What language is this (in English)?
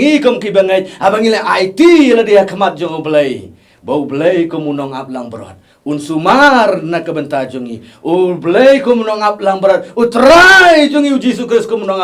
Khasi